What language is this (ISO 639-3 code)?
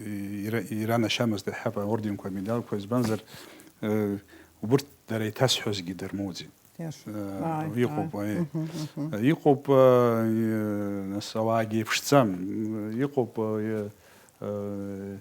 abk